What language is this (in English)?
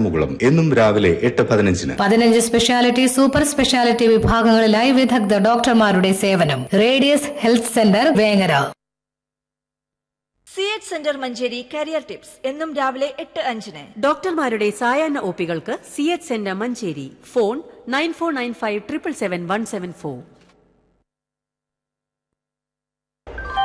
Malayalam